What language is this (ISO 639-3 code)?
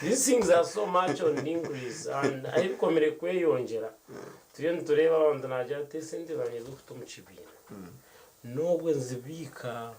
nyn